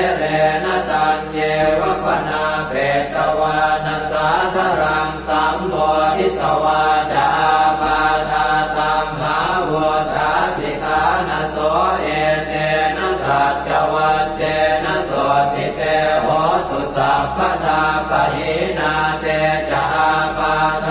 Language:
Pali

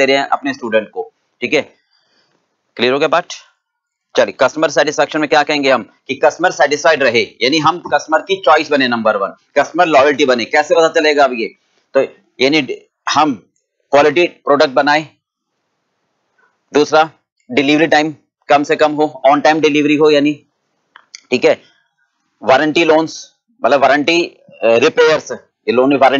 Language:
Hindi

